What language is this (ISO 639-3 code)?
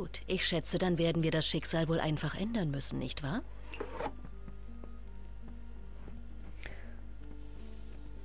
deu